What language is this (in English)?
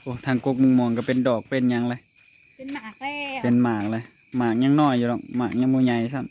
Northeastern Thai